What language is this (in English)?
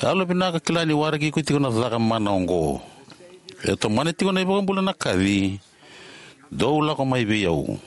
Fijian